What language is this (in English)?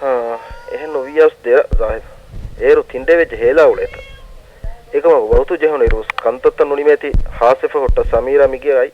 Divehi